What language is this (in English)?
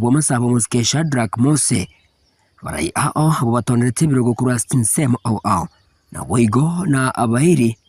Gusii